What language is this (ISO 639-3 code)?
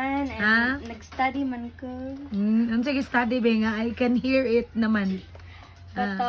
ceb